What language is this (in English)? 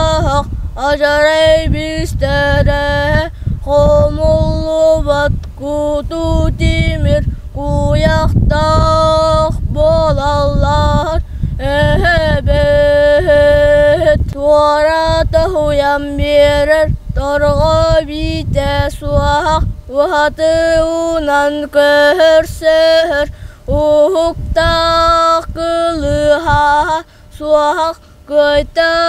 Yakut